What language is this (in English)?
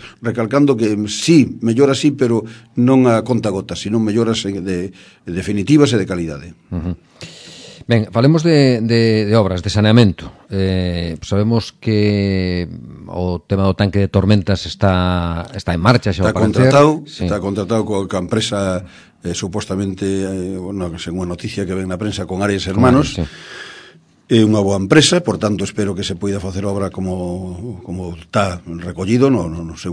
Galician